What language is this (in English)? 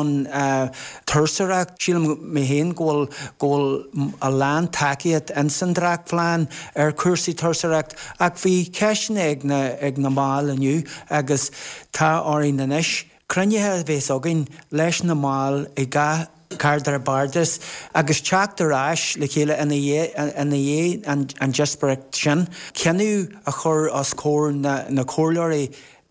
Irish